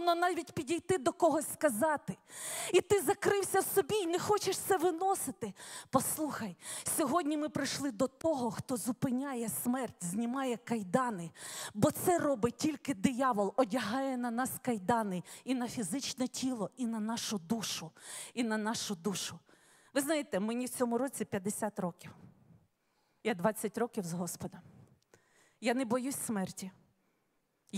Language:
Ukrainian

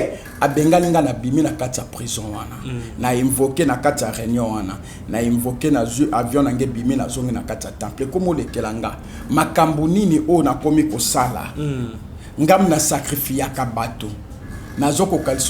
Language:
Lingala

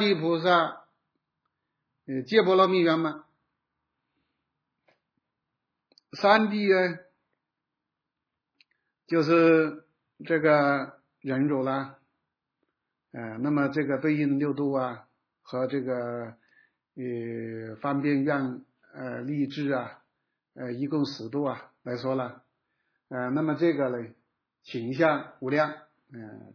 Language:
Chinese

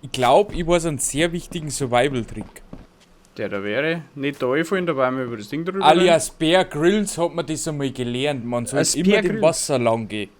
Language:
Bavarian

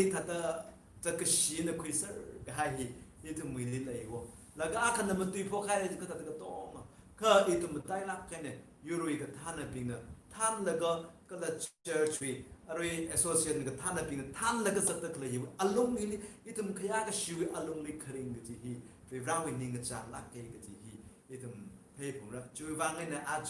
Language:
Tangkhul Naga (India)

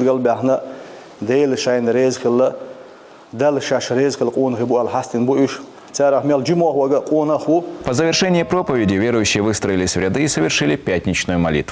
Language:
Chechen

